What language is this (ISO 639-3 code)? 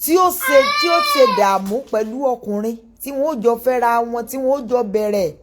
yor